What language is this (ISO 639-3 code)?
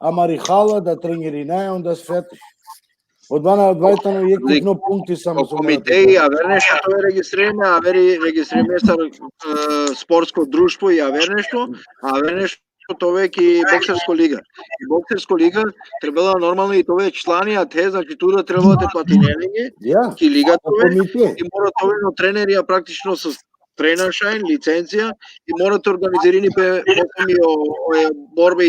rmn